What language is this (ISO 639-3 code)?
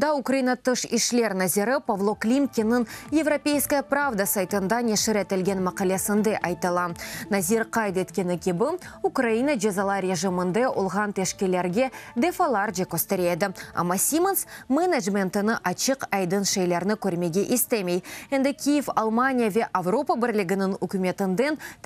crh